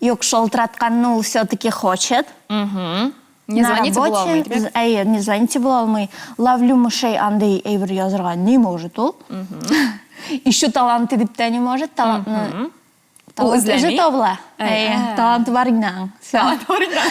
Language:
Tatar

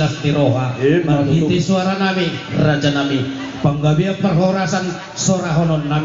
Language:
Batak Toba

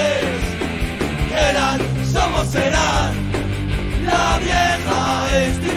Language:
Basque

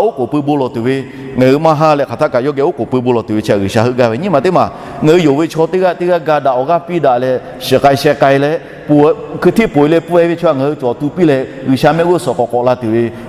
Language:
Lahu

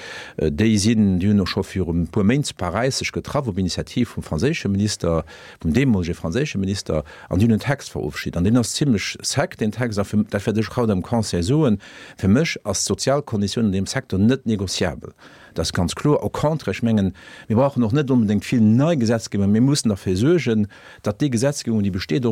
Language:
Luxembourgish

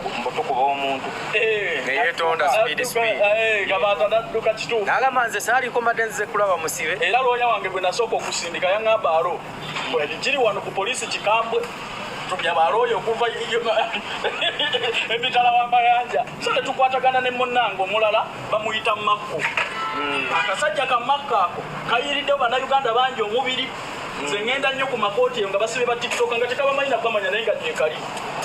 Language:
Ganda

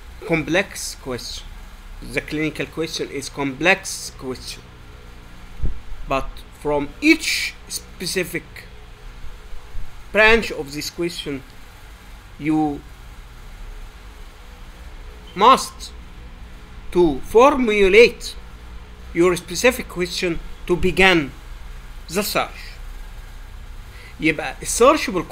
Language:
Egyptian Arabic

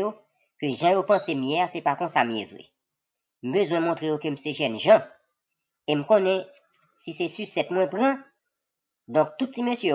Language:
Haitian Creole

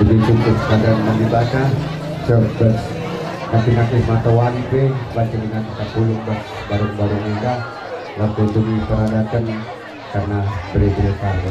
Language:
Batak Karo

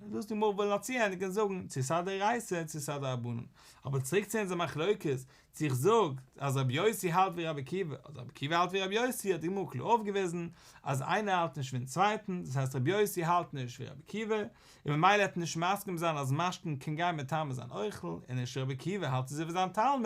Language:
Yiddish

